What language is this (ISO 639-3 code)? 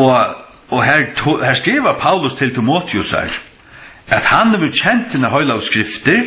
fao